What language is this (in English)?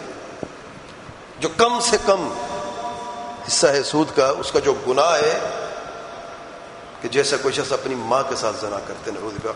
Urdu